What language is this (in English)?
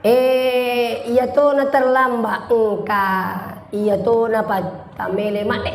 Buginese